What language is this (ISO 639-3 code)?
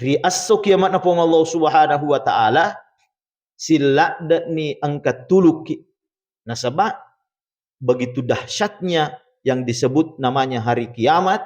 bug